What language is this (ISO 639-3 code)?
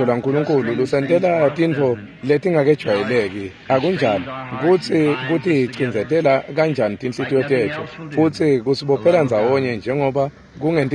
ssw